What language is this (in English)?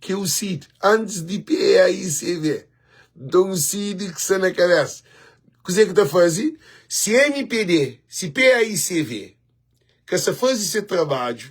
Kabuverdianu